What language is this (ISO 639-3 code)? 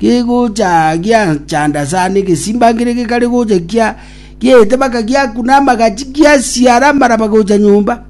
guz